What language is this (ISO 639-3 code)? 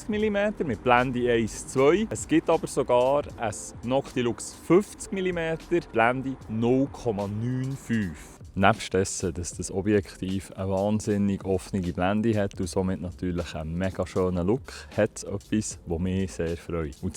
gsw